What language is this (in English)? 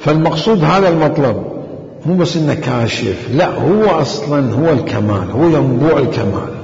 Mesopotamian Arabic